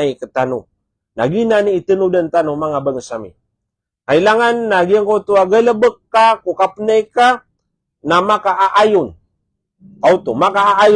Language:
Maranao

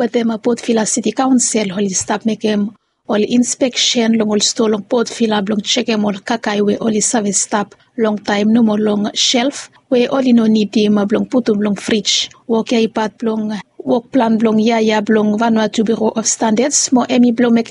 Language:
Bislama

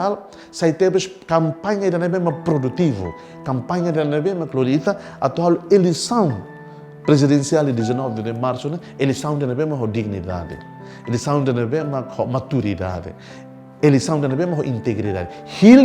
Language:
Tetum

